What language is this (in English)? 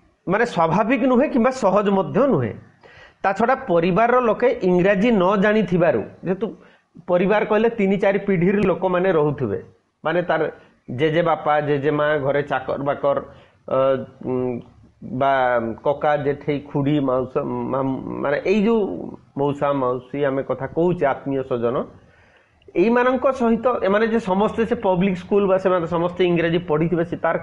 Odia